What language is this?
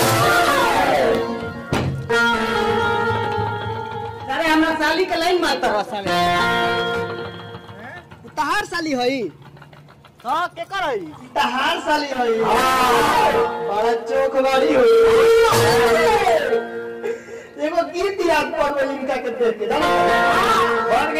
Bhojpuri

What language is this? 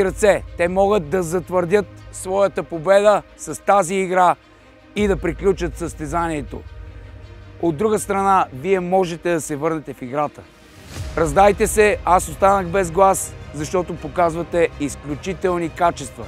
Bulgarian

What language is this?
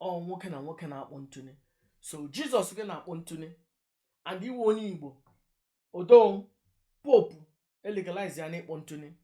Igbo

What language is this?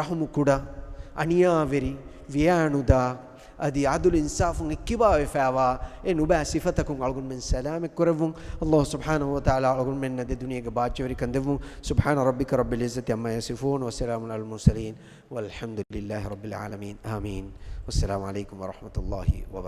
Divehi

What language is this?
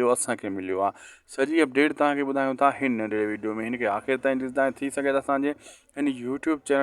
Sindhi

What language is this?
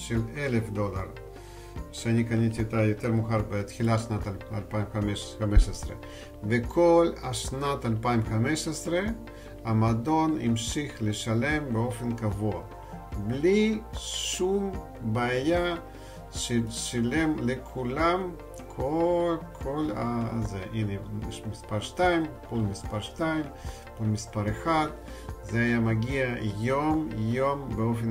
Hebrew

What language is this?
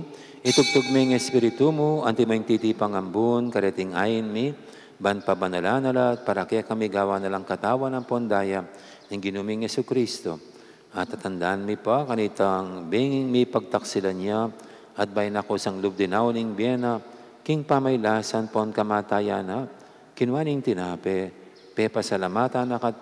Pampanga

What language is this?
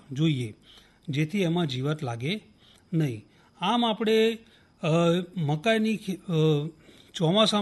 Gujarati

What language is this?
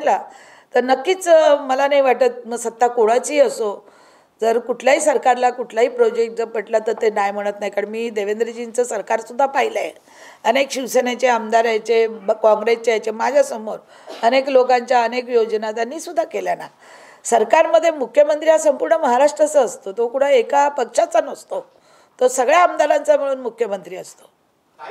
Marathi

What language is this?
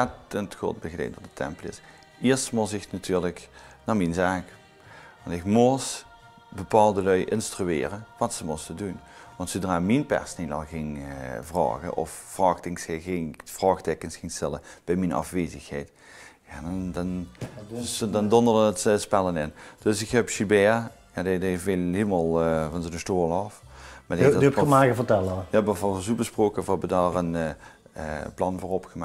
Limburgish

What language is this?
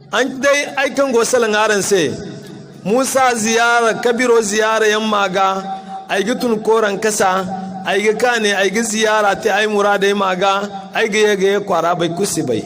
Zarma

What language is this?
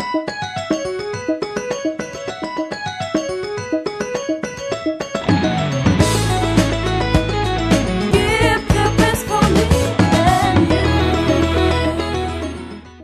Indonesian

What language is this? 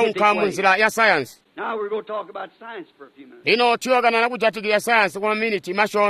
Tonga (Zambia)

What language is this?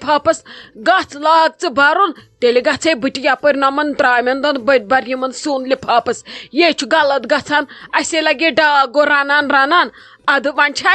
Kashmiri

